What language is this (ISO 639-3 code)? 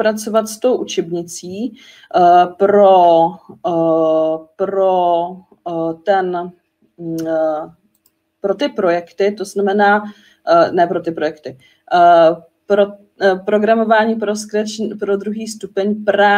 ces